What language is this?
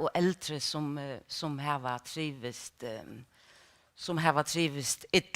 Faroese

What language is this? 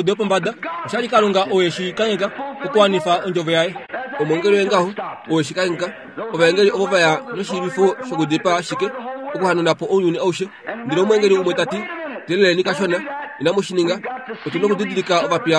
Kuanyama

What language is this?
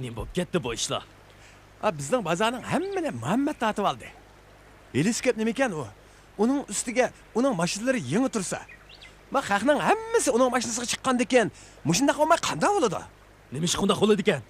Uyghur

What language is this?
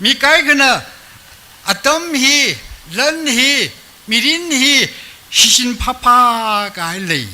Tangkhul Naga (India)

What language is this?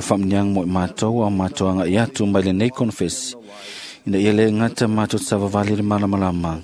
Samoan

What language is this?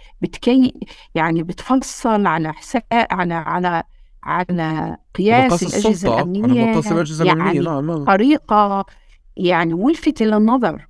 North Levantine Arabic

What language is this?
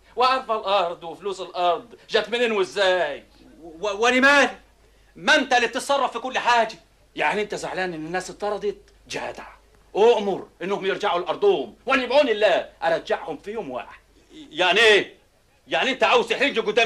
Egyptian Arabic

